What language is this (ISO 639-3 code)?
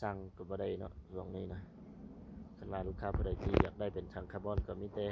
lao